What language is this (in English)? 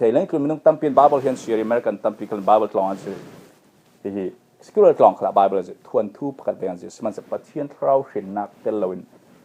Falam Chin